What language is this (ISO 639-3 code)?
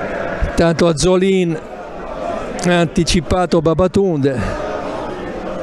ita